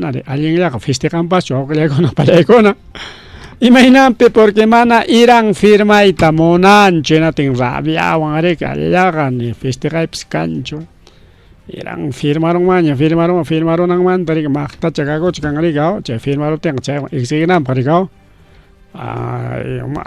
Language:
Ayacucho Quechua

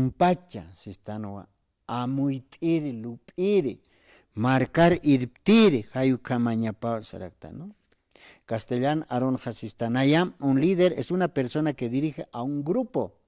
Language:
Aymara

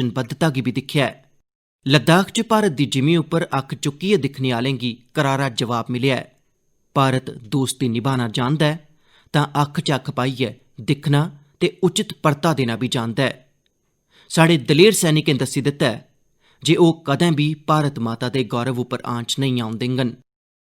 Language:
Dogri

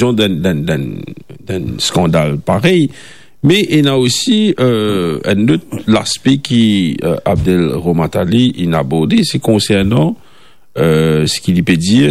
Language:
Morisyen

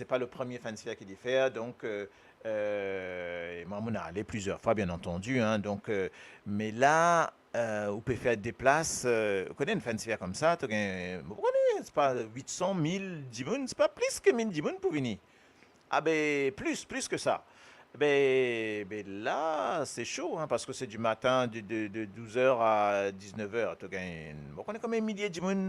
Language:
Morisyen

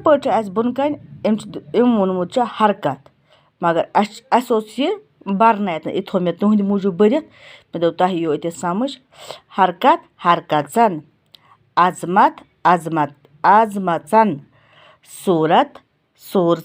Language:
Kashmiri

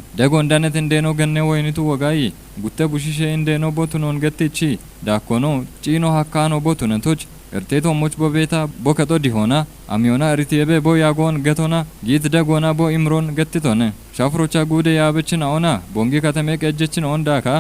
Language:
Kafa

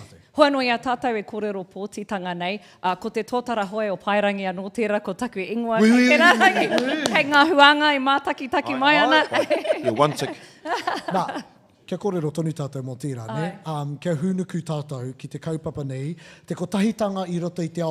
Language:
Māori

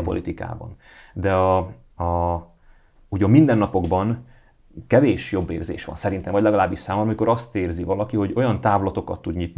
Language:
Hungarian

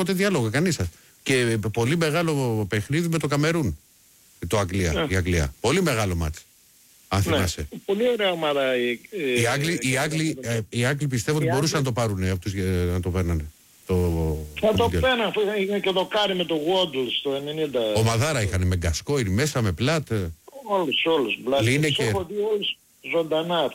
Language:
Greek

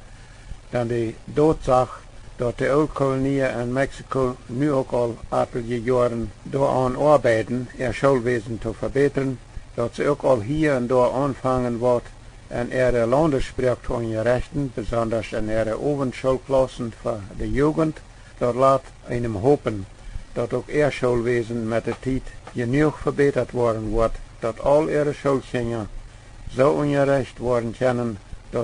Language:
Plautdietsch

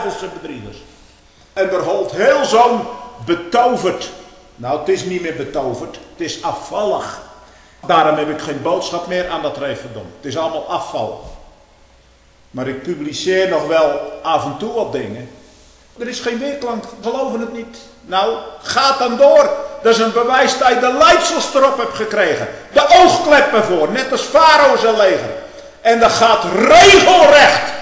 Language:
Dutch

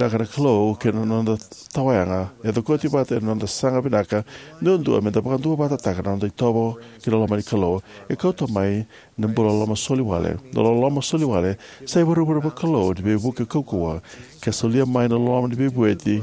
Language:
Fijian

